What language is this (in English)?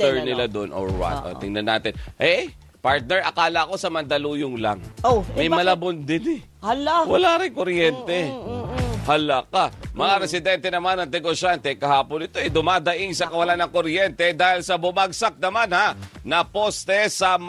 Filipino